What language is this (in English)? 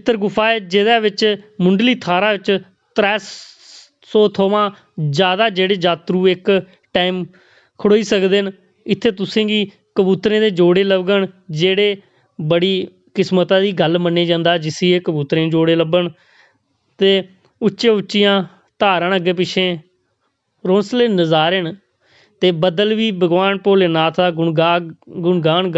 Dogri